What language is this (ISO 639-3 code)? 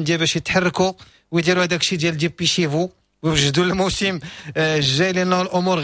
ary